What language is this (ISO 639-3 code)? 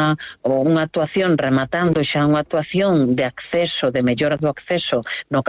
glg